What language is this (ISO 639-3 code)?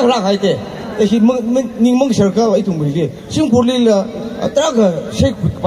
nmf